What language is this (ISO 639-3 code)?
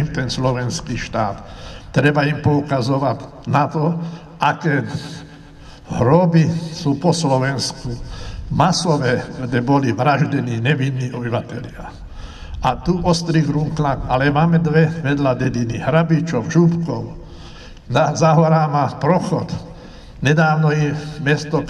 slk